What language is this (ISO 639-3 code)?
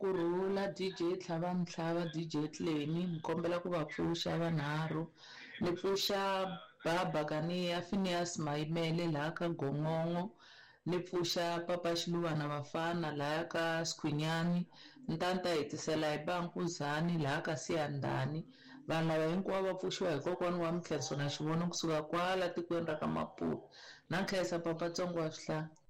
tso